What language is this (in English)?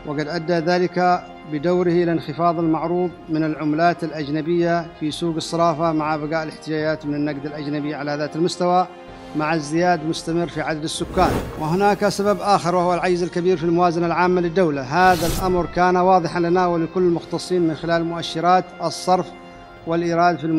Arabic